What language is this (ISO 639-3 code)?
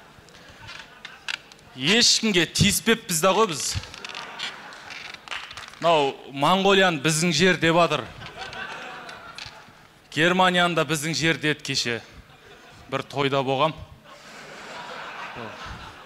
kaz